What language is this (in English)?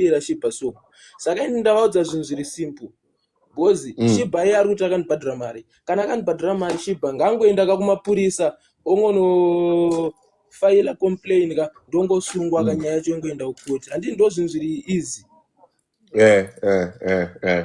Shona